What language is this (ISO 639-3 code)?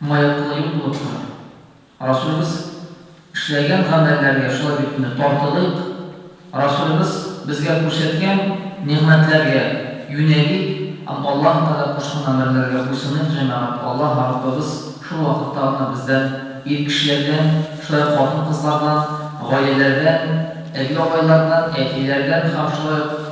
tat